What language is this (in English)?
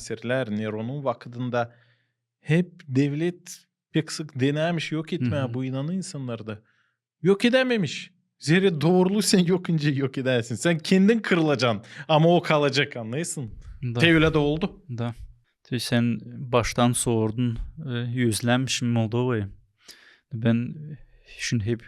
Gagauz